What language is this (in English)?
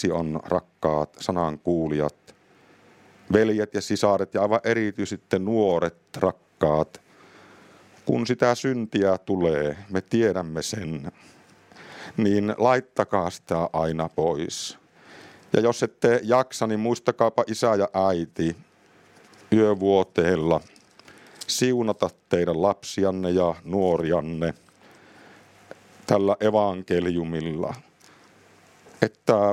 Finnish